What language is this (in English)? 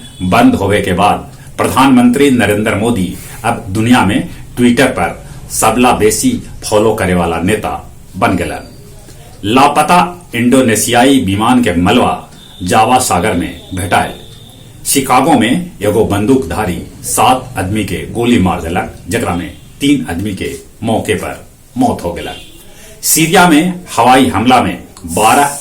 Magahi